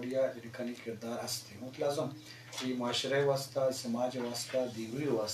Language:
Eastern Balochi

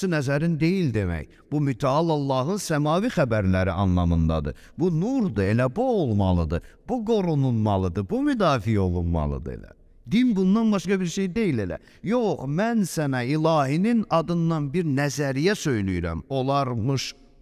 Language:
Azerbaijani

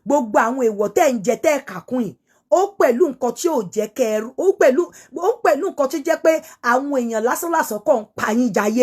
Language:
Yoruba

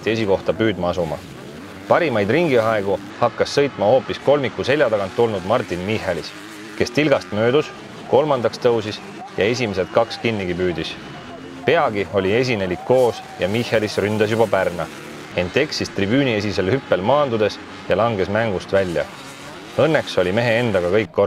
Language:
Estonian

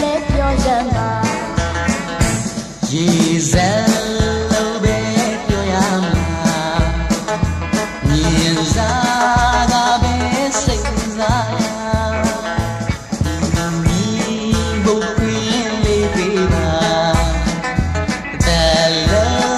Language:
Burmese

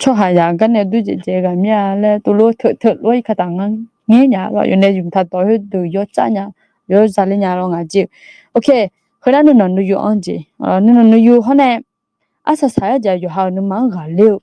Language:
Akha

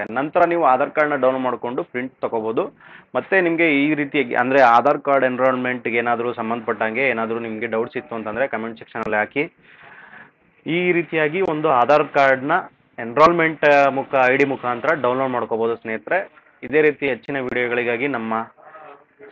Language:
Kannada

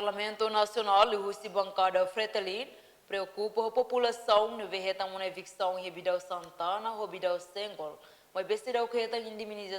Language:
Tetum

